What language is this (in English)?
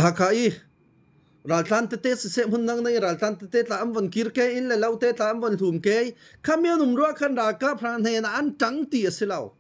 Falam Chin